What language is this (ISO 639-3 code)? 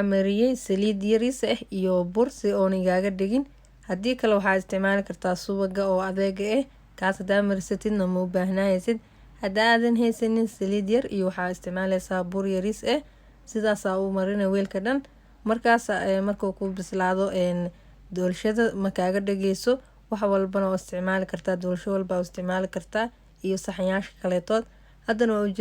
som